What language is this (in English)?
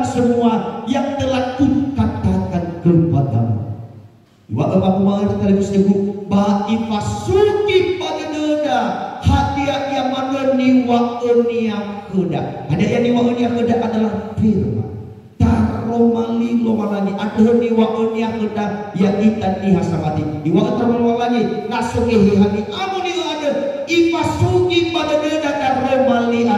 Nias